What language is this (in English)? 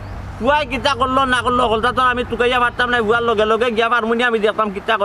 Sylheti